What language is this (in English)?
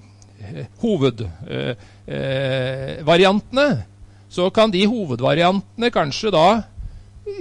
Norwegian